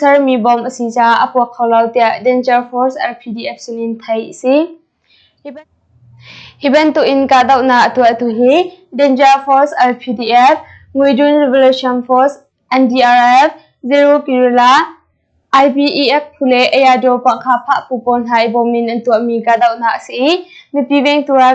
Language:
Hakha Chin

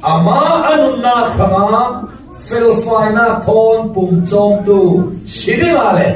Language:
Falam Chin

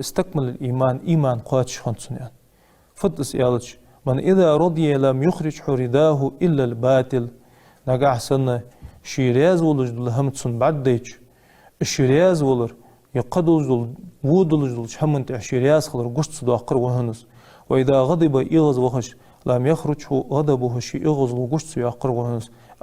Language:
Ingush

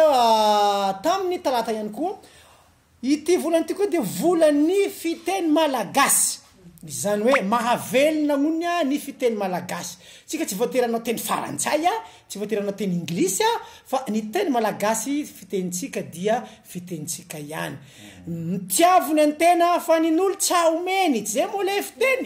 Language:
Malagasy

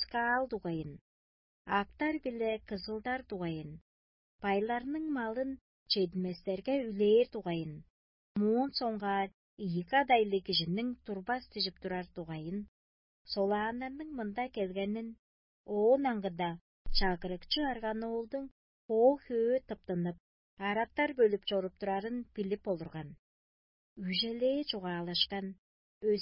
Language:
Tuvinian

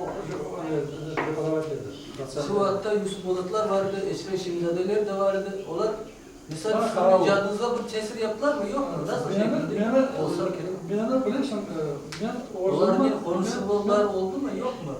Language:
Crimean Tatar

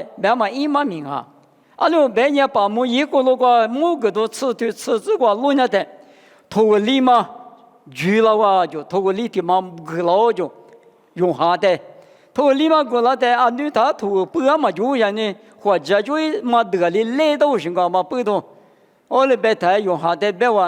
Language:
Lisu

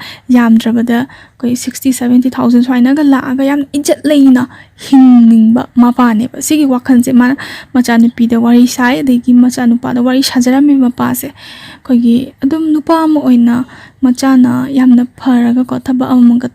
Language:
Manipuri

